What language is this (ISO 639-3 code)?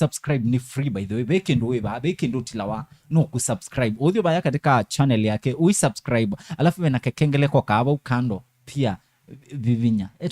kam